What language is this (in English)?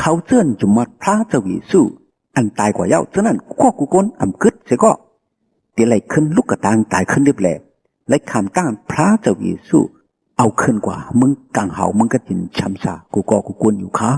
Shan